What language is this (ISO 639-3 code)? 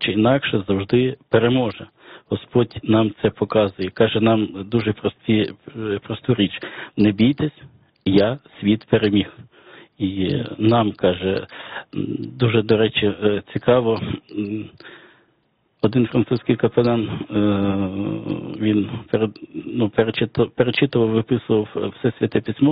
ukr